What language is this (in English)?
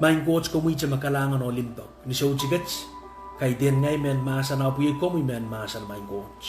Pohnpeian